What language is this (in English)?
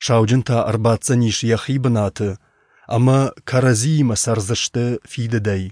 Ossetic